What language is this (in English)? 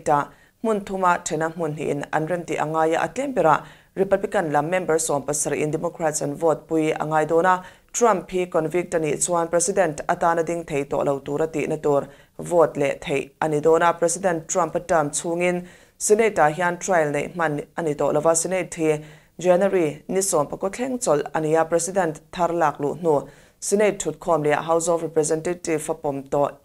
Mizo